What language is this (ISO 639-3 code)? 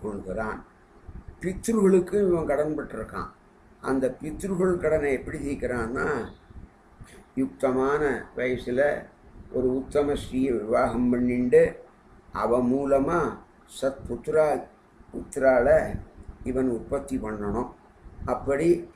tam